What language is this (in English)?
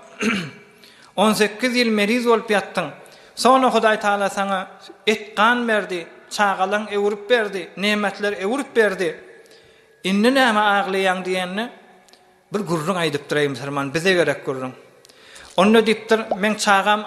Turkmen